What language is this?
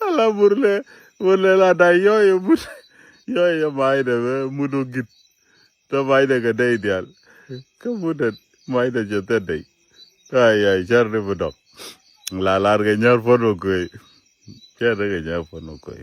Nuer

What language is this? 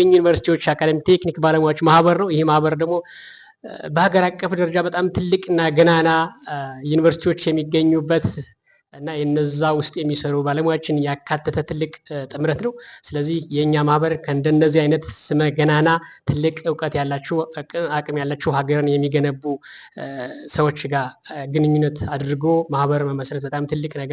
Amharic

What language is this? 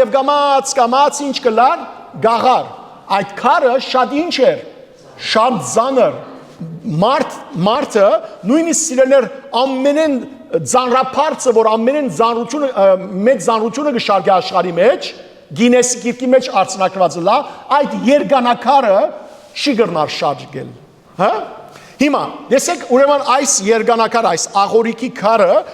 Western Armenian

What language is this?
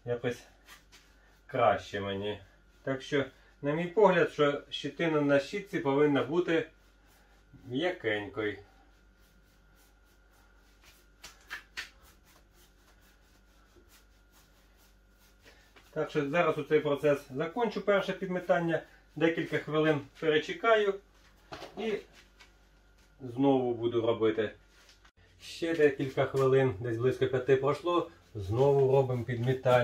Ukrainian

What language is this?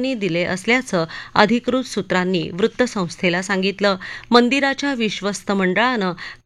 Marathi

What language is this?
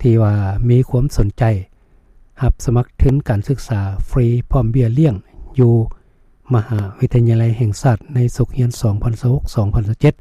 Lao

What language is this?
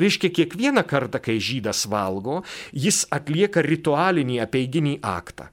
Lithuanian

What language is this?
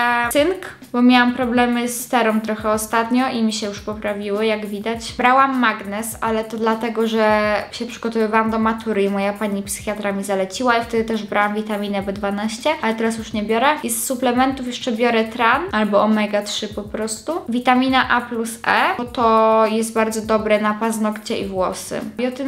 Polish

